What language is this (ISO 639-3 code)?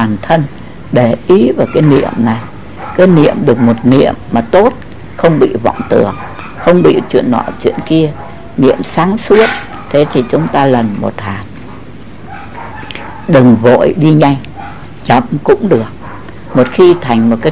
vie